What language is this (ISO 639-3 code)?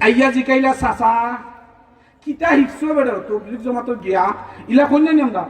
syl